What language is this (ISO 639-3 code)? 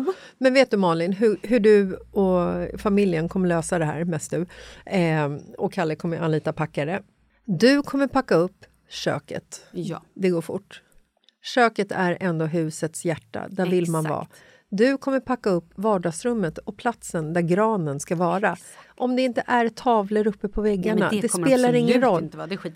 swe